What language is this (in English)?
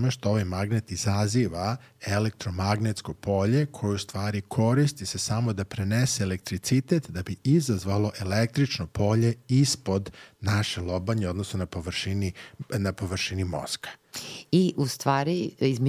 Serbian